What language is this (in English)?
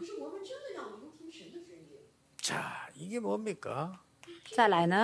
Korean